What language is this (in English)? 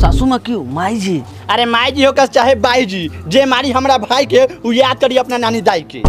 Bhojpuri